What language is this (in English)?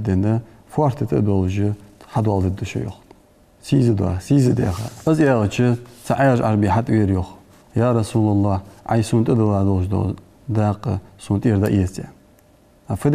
Ingush